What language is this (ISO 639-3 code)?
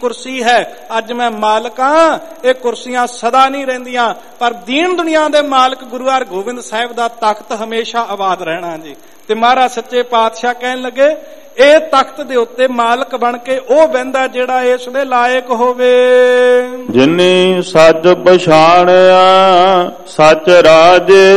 pan